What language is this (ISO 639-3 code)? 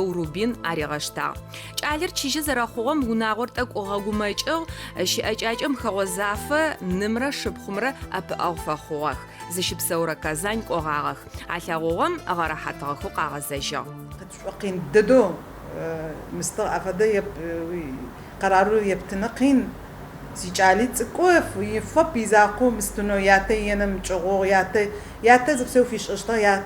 ady